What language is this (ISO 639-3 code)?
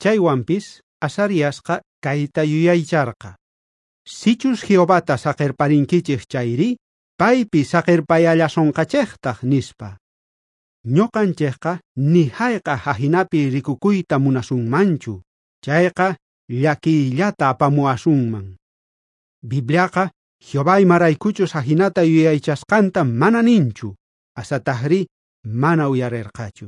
quh